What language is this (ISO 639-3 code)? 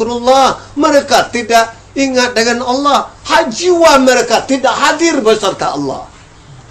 min